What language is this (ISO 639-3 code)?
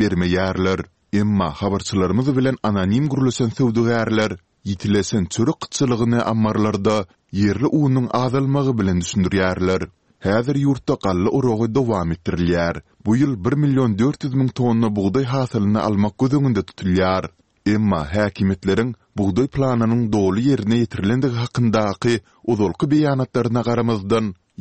tuk